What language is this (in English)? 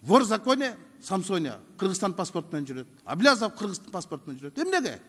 Kyrgyz